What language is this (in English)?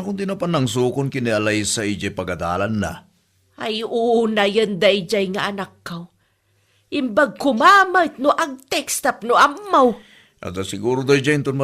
Iloko